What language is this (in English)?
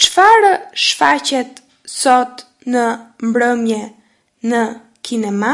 Albanian